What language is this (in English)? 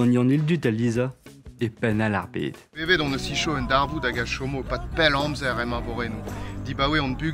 Breton